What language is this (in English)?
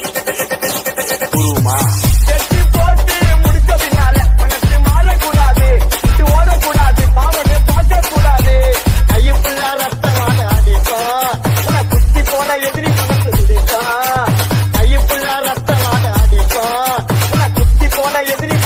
Tamil